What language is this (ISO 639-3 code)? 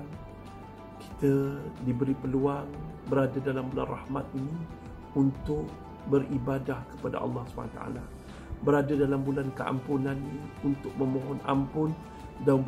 msa